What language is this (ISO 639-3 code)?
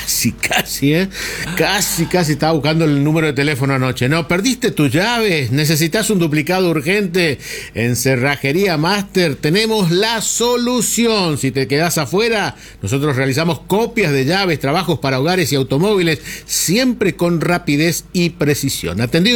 spa